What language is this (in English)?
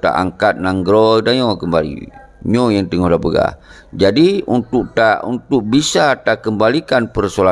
Achinese